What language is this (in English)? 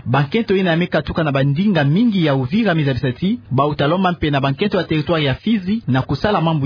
Kituba (Democratic Republic of Congo)